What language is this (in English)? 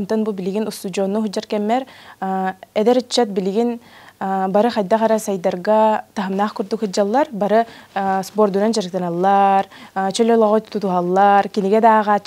Yakut